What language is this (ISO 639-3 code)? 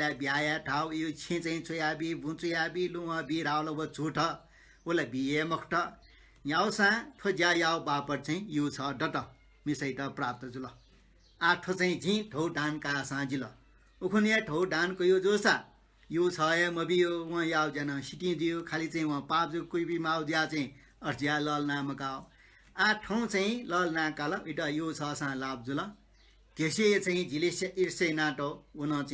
new